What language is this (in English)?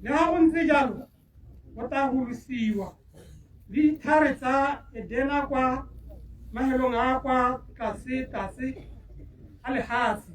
Tswana